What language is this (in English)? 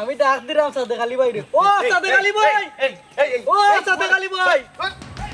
Sylheti